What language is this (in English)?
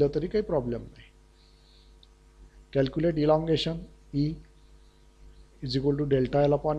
Marathi